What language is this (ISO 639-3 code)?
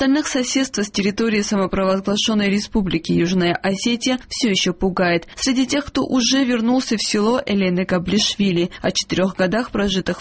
rus